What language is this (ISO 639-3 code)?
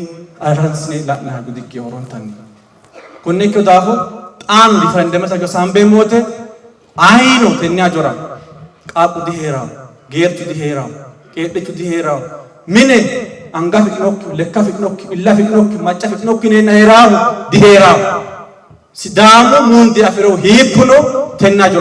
sid